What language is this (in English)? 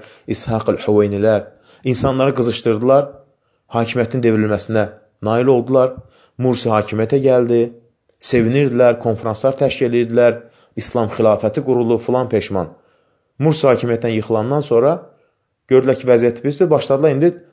Azerbaijani